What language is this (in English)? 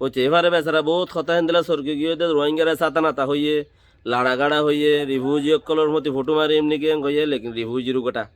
Rohingya